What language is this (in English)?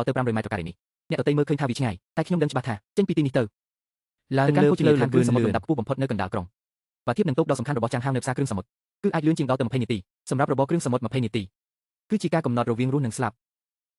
Khmer